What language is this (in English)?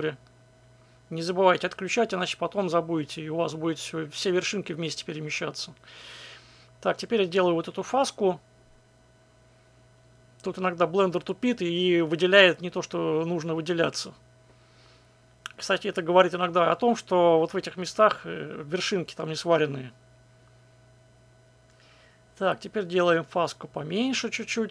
Russian